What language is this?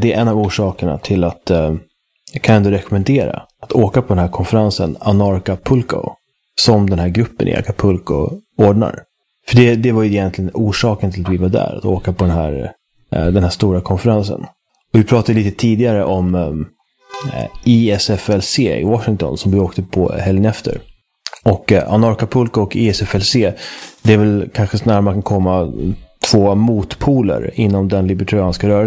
Swedish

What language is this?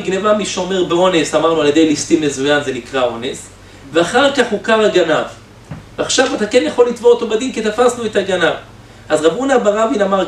Hebrew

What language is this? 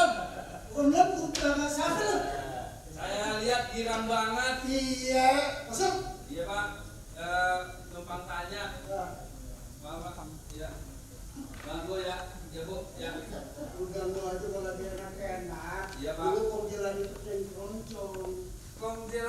Betawi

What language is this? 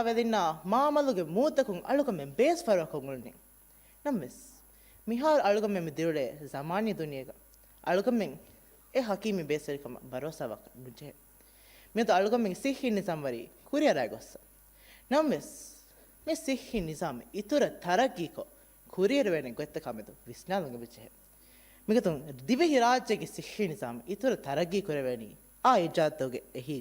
Divehi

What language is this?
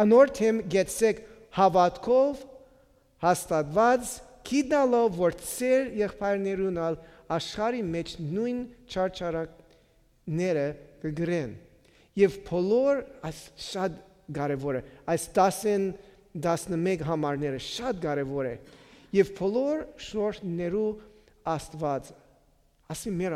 Western Armenian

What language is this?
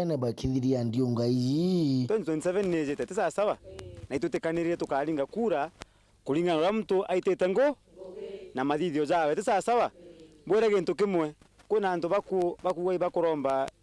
Meru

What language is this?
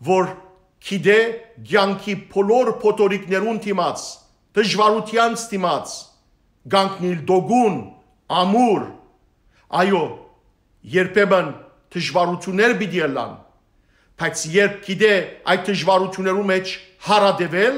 Western Armenian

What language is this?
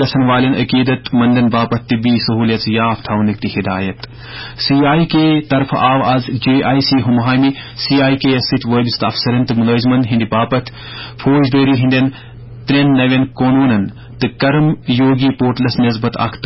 Kashmiri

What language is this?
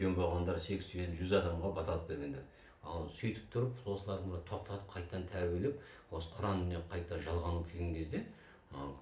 Kazakh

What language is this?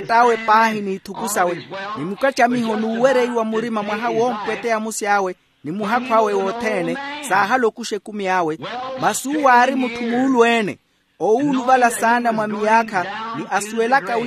Makhuwa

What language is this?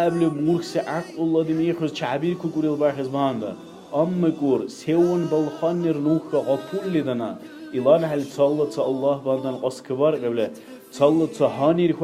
Dargwa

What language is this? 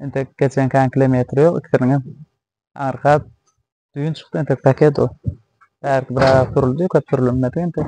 Turkmen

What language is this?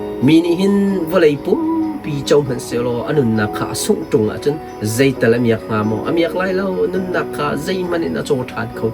Hakha Chin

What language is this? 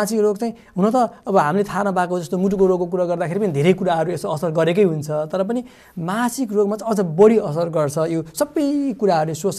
Nepali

